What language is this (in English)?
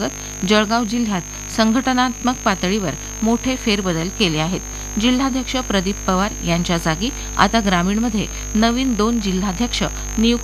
Marathi